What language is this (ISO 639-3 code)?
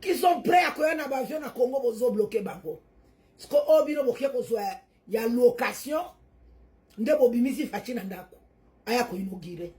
lin